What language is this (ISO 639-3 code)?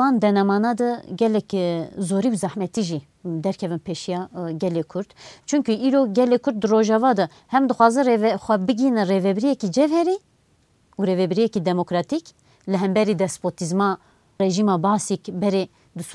kur